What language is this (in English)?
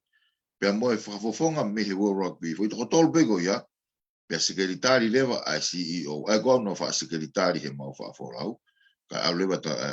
Tongan